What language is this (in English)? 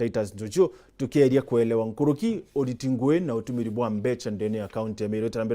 Meru